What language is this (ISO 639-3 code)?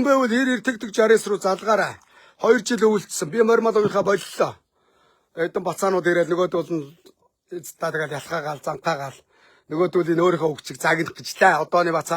mon